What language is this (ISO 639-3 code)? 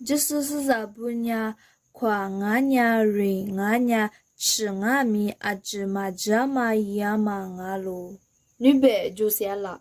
lis